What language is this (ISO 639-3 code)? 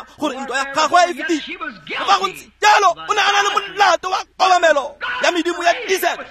tsn